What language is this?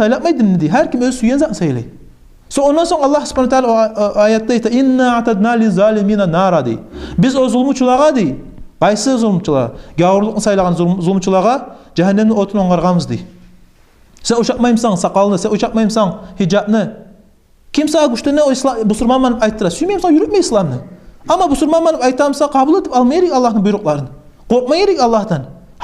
Kumyk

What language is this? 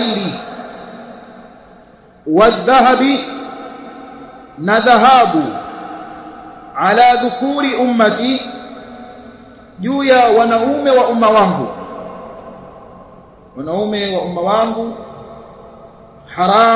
Swahili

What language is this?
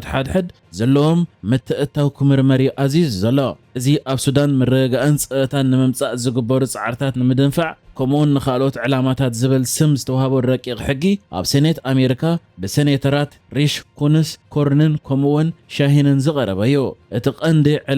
Tigrinya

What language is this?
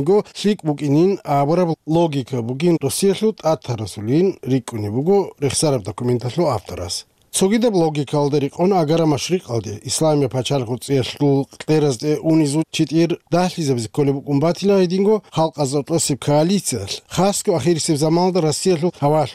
Avaric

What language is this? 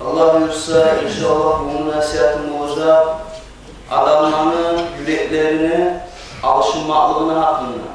Kumyk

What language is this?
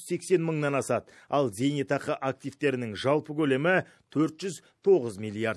Kazakh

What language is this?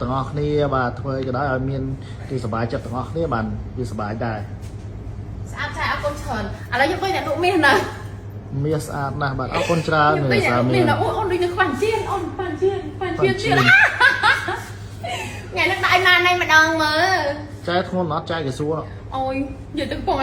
Khmer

